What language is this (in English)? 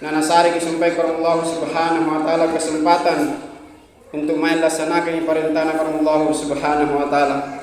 Makasar